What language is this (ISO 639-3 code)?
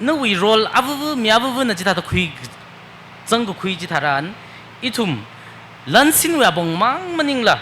nmf